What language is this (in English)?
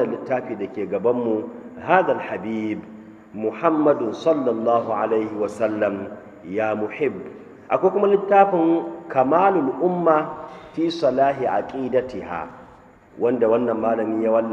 Hausa